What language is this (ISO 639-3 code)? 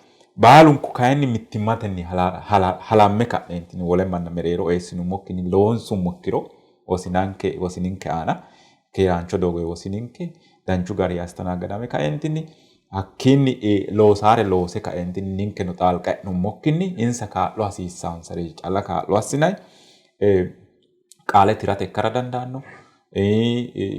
sid